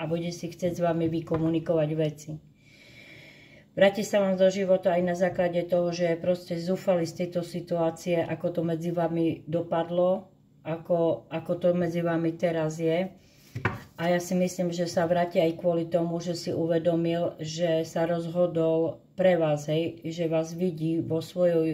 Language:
Slovak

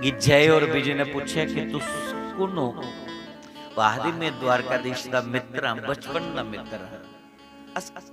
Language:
Dogri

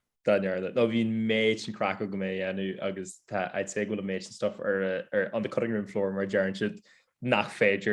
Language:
Irish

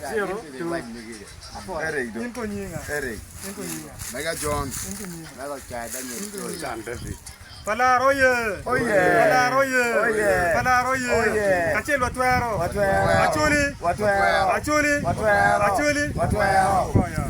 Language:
Acoli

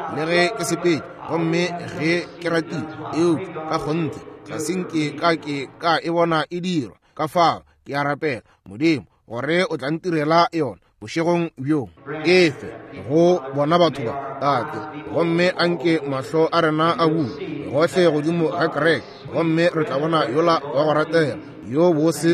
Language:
Northern Sotho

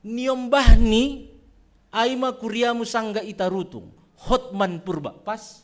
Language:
Batak Simalungun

